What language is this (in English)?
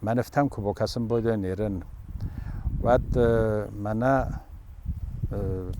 Ossetic